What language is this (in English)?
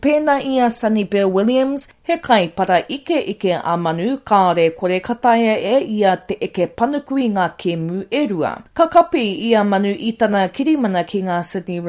Māori